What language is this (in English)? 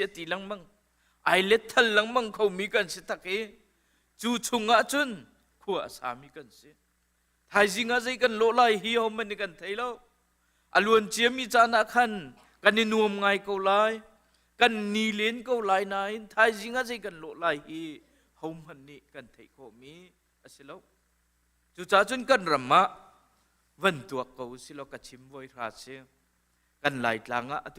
Hakha Chin